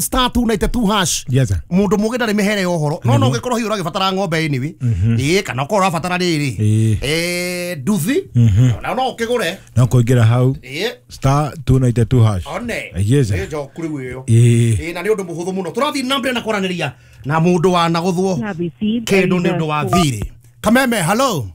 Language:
Kikuyu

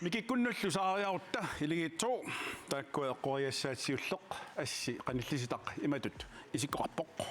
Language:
Kalaallisut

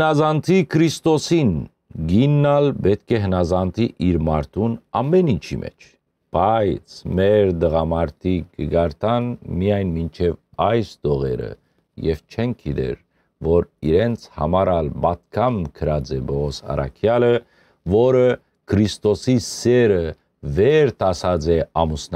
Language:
Western Armenian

